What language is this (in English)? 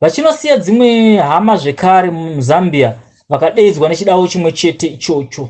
Shona